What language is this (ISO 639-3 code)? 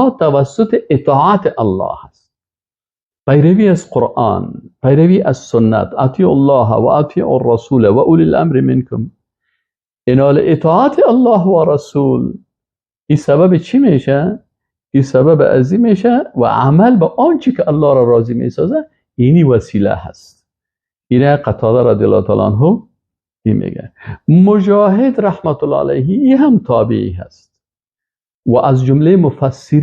fas